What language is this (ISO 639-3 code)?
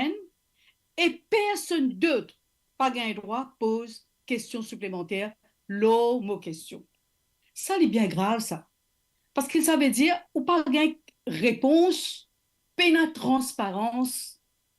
mfe